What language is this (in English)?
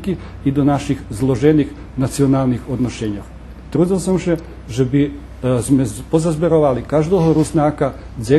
Rusyn